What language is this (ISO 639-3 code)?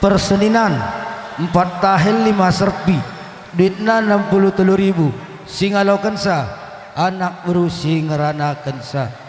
btx